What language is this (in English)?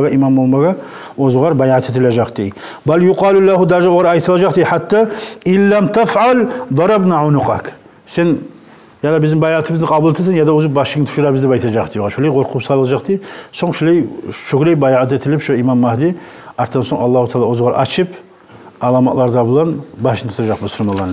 Kumyk